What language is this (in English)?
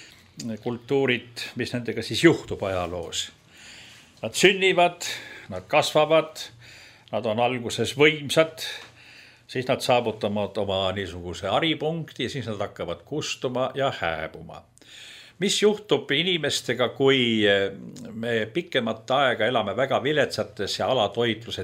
Estonian